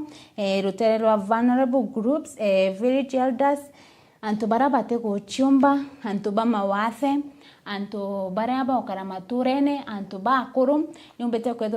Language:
Meru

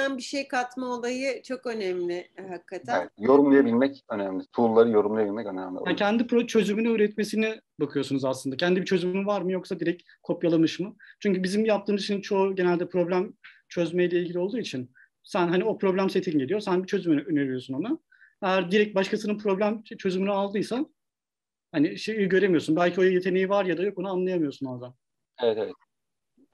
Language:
Turkish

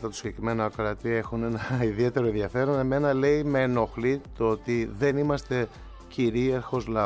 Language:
Greek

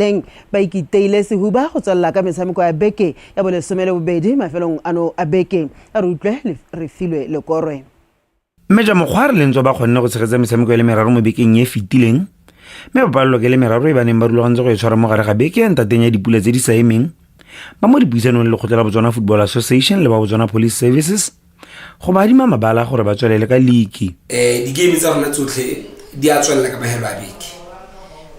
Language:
Tswana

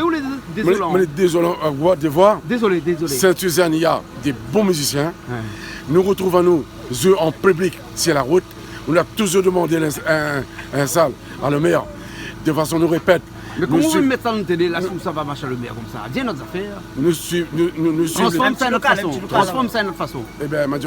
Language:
Réunion Creole French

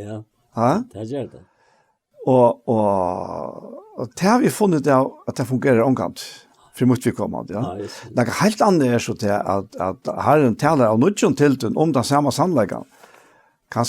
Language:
Faroese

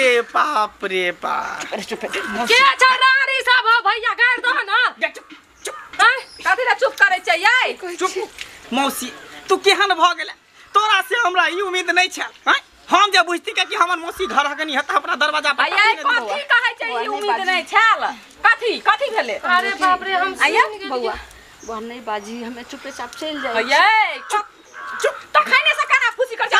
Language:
Maithili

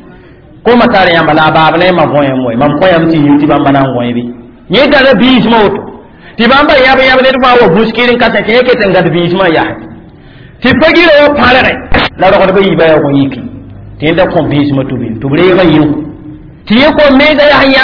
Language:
Mossi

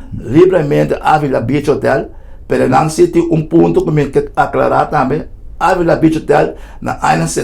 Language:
Papiamento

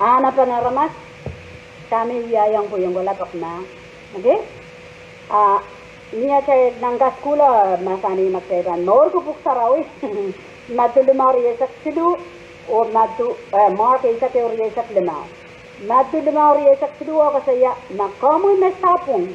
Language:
Pohnpeian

